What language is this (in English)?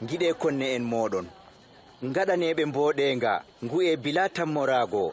Adamawa Fulfulde